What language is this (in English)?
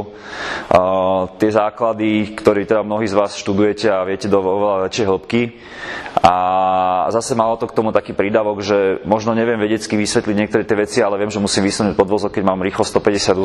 Slovak